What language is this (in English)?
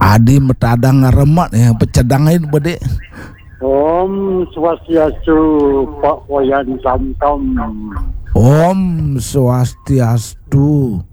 Balinese